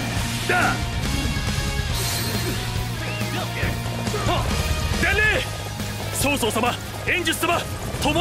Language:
Japanese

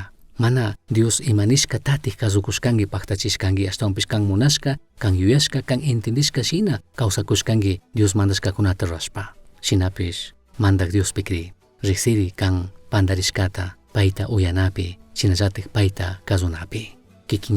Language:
Chimborazo Highland Quichua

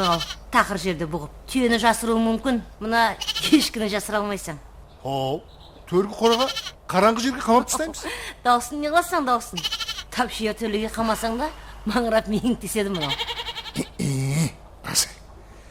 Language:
Kara-Kalpak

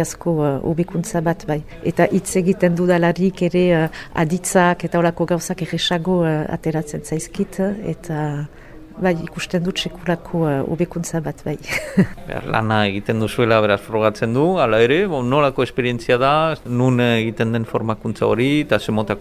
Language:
Basque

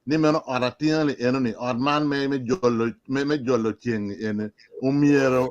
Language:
Acoli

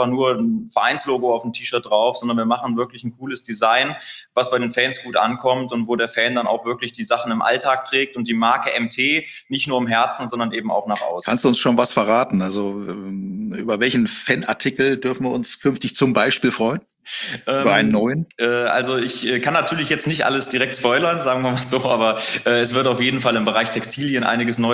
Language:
German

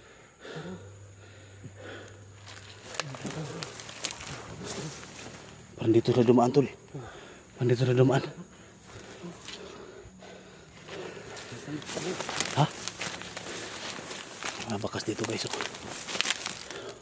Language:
Filipino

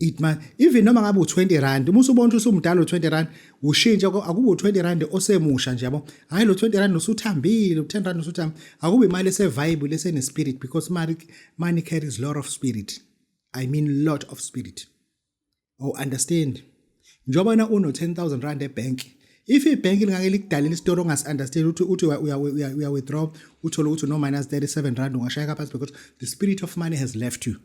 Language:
Zulu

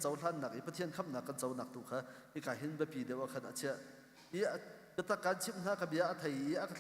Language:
Hakha Chin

